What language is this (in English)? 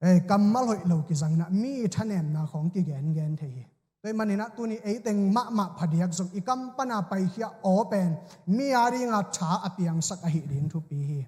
Tedim Chin